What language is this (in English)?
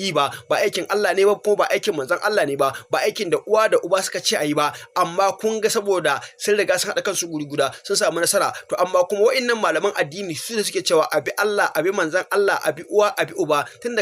Hausa